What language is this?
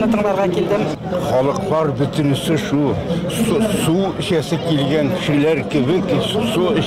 Tatar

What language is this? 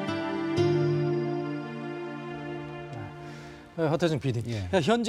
Korean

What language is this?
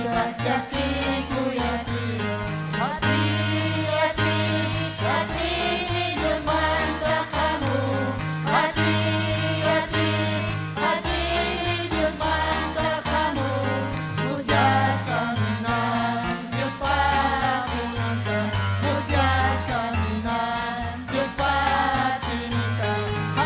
Ayacucho Quechua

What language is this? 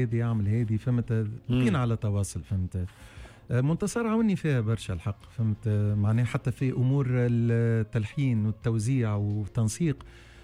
Tunisian Arabic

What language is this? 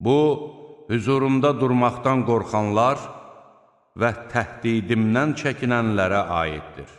Azerbaijani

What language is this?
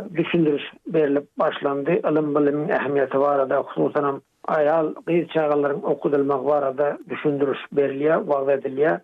Turkmen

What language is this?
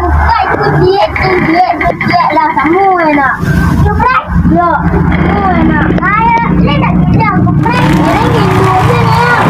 Minangkabau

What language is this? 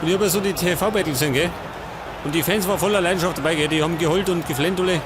Bavarian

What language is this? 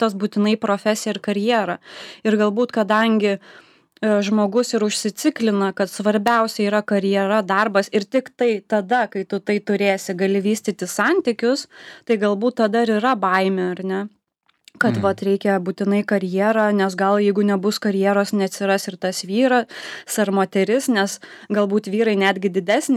Lithuanian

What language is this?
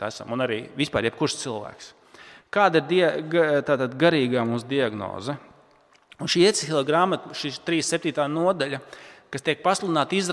Latvian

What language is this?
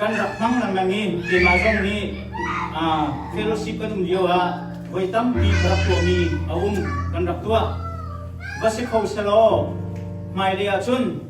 Hakha Chin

